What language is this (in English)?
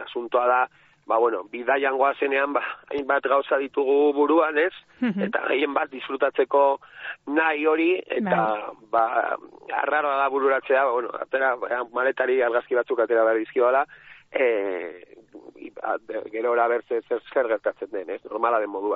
Basque